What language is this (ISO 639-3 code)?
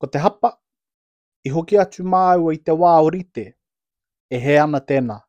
mri